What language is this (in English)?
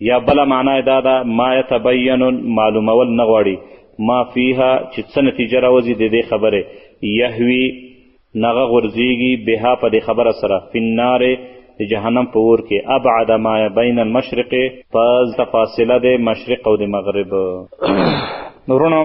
Pashto